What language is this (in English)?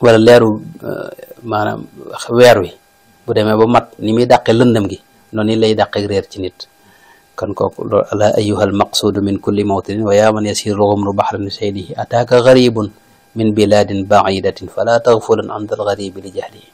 Wolof